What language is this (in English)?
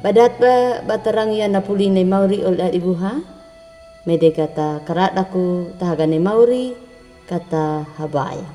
Anakalangu